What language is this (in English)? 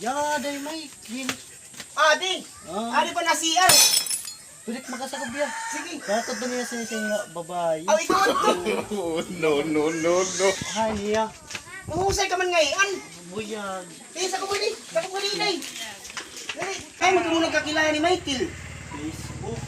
Waray